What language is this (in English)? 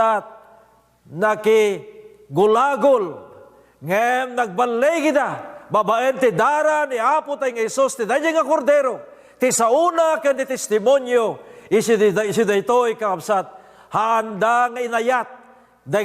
Iloko